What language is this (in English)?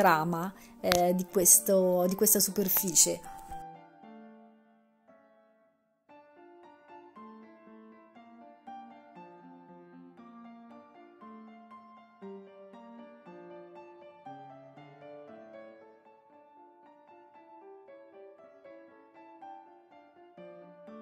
Italian